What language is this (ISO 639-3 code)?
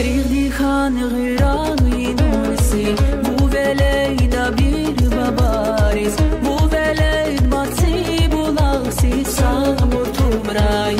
tab